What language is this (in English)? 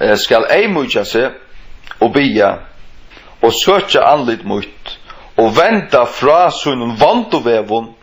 Faroese